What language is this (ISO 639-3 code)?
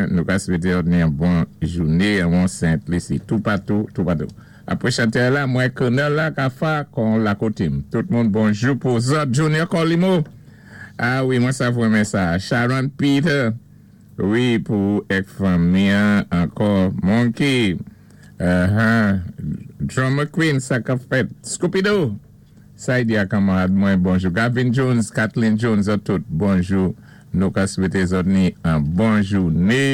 acf